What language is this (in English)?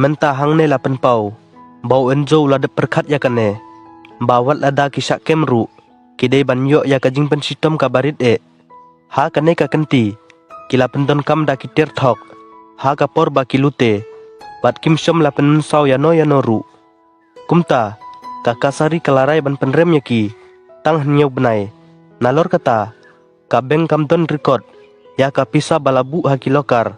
Khasi